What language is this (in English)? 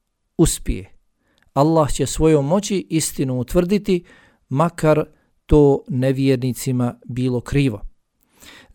Bosnian